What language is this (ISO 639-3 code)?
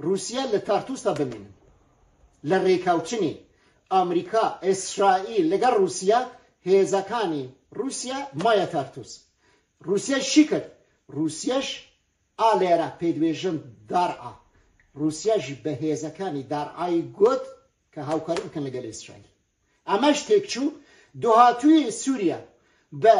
kur